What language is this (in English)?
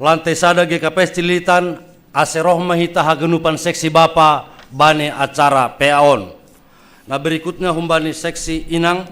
Batak Simalungun